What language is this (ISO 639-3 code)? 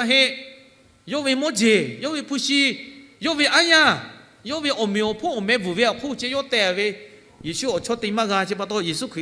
lhu